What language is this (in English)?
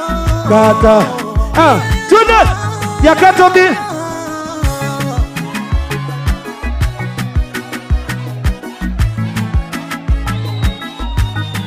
Swahili